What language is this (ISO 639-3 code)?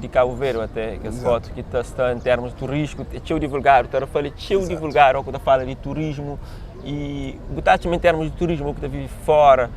kea